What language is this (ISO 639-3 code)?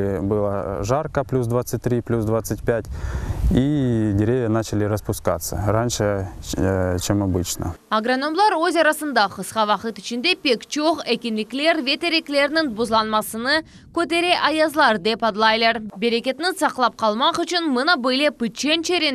crh